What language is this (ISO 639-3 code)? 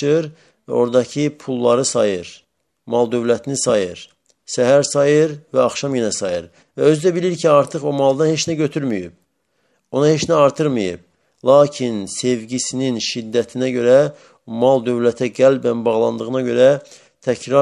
aze